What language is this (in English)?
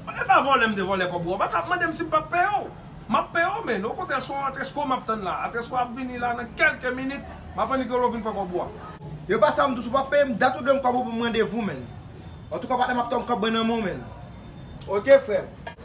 Haitian Creole